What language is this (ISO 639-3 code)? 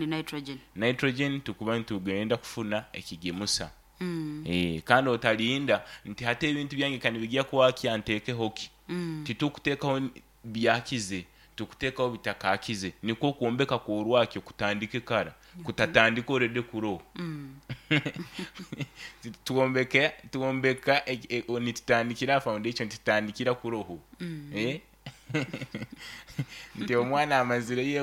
nyo